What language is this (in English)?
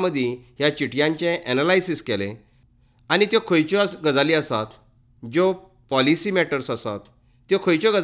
Konkani